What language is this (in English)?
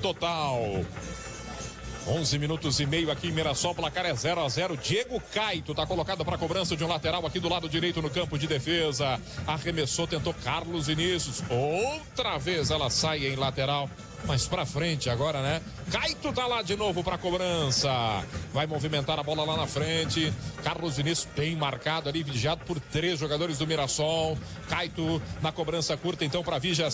Portuguese